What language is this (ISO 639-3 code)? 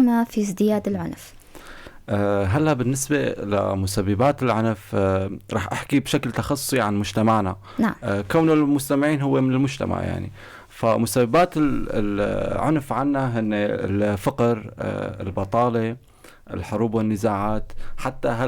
apc